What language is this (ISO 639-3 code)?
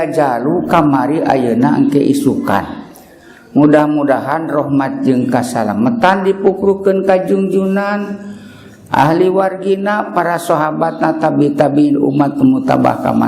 sun